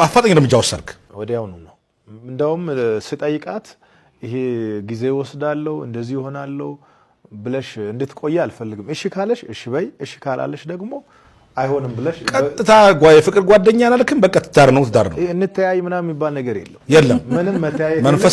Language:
Amharic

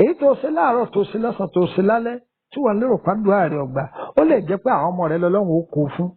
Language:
Yoruba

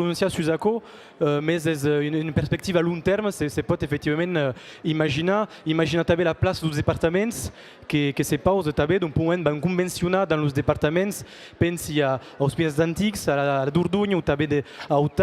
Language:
Occitan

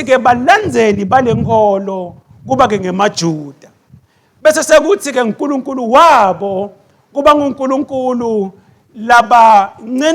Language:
Swati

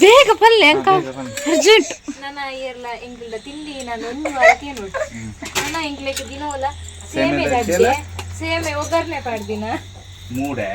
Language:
Tulu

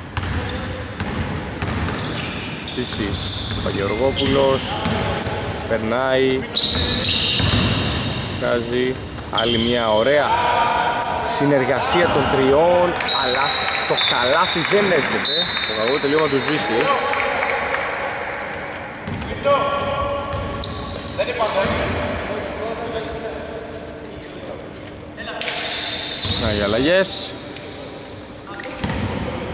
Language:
Greek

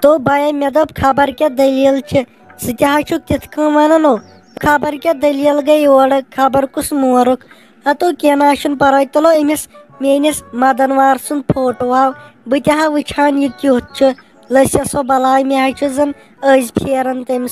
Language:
Kashmiri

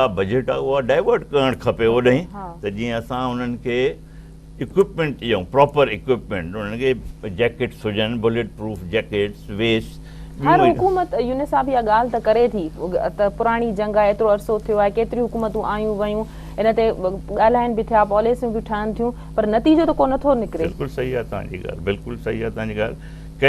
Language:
Sindhi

